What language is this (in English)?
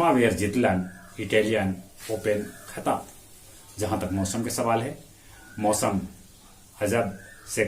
Magahi